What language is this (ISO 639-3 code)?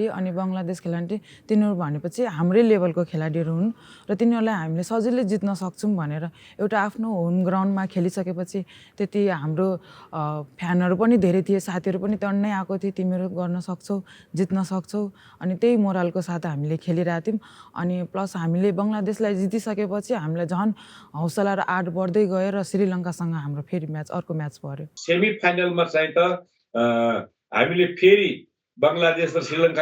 nep